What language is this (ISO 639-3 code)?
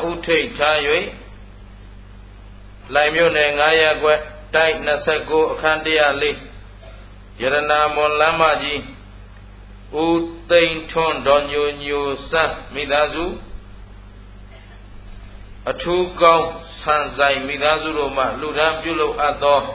mya